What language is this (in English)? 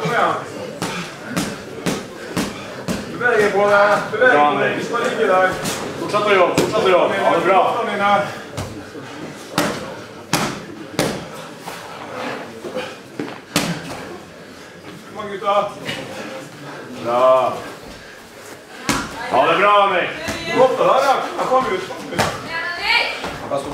Norwegian